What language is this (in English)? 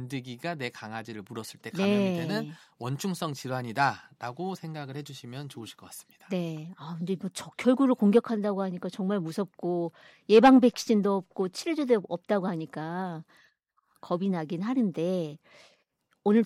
Korean